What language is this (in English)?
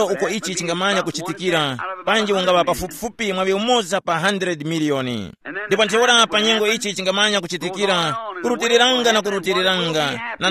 Tumbuka